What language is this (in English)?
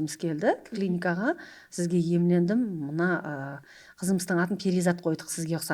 Kara-Kalpak